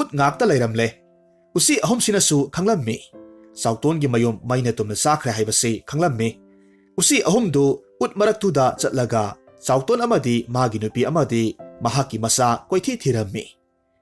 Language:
Manipuri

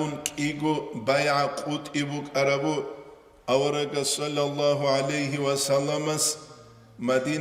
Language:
Avaric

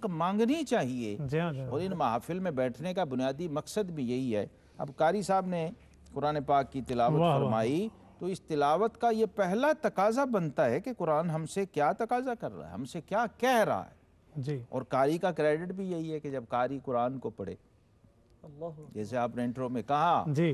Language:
Urdu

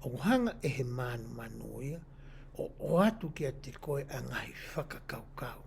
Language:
Tongan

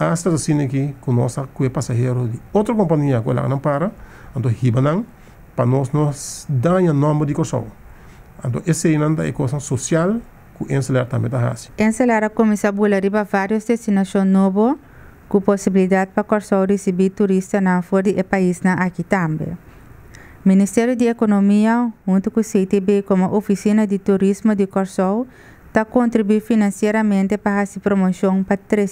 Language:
Papiamento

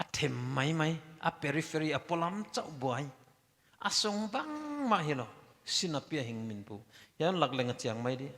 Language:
Paite Chin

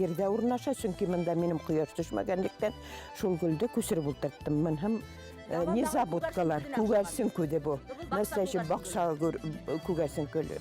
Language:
Bashkir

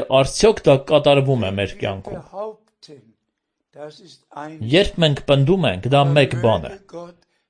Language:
Armenian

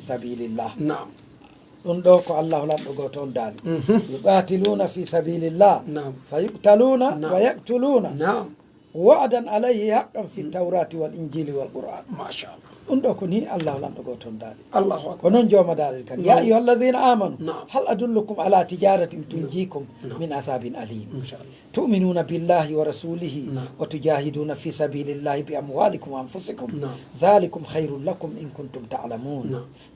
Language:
Pular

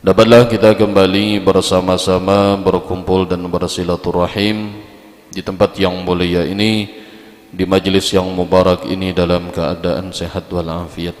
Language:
Banjar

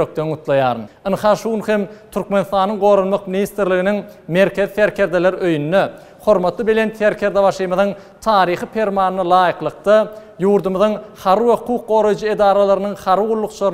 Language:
Turkmen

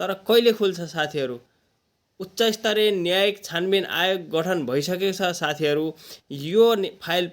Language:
Nepali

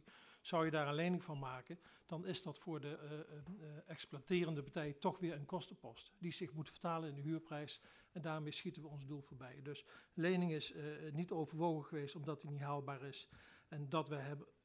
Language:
Dutch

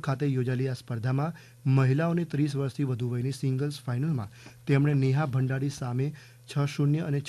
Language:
Gujarati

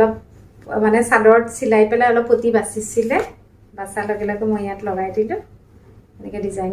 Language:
Assamese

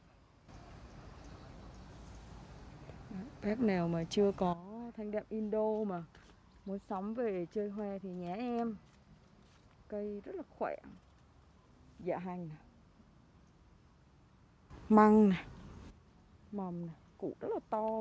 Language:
Vietnamese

